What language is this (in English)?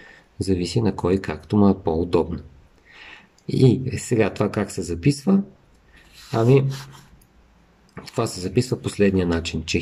Bulgarian